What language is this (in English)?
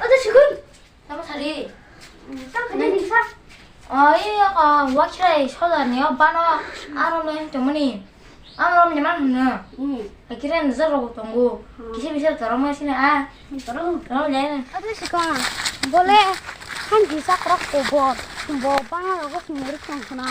Kok Borok